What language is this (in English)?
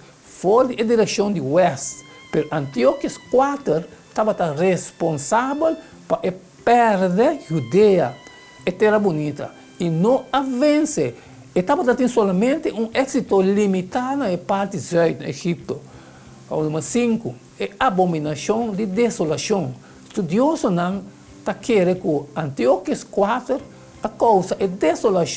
Papiamento